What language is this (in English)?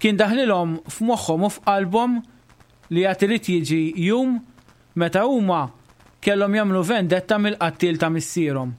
Maltese